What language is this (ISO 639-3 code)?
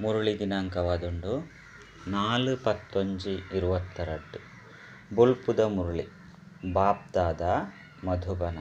tcy